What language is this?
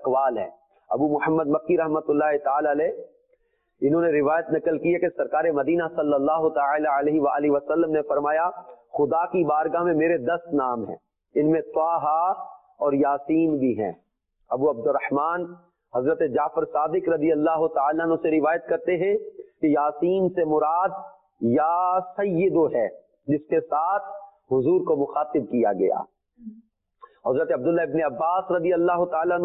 Urdu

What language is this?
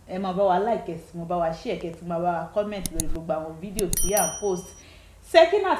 Yoruba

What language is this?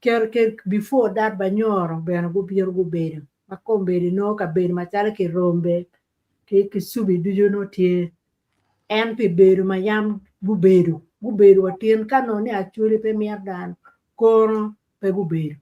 Acoli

